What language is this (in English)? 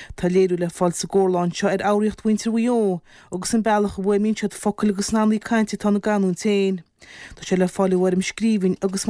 Irish